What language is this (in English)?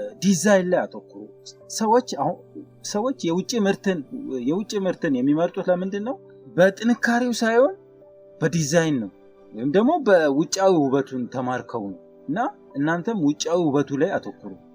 Amharic